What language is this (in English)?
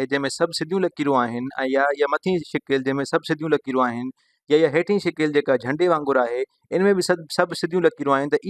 Sindhi